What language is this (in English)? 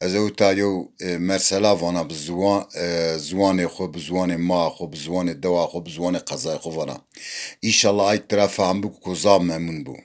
Zaza